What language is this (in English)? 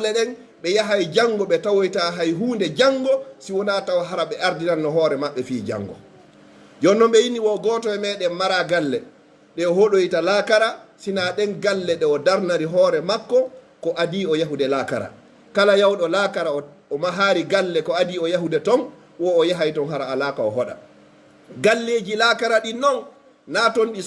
Pular